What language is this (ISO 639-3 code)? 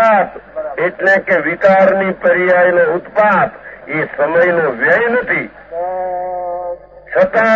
guj